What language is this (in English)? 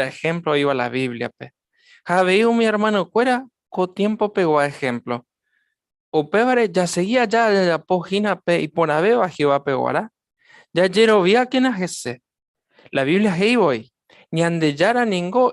Guarani